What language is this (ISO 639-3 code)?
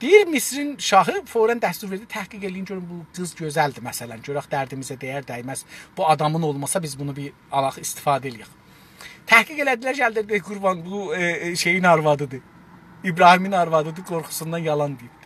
azb